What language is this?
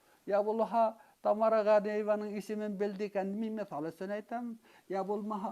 Bashkir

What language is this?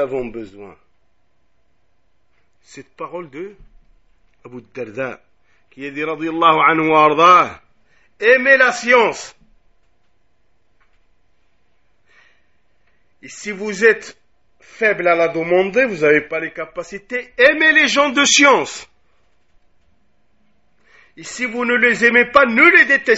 French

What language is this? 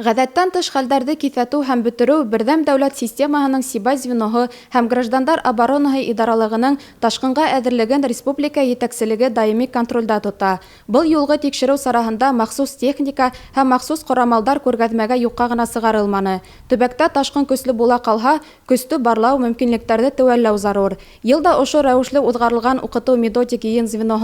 Bashkir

